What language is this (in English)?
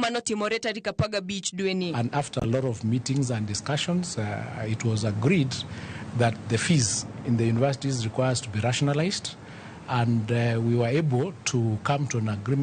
Luo (Kenya and Tanzania)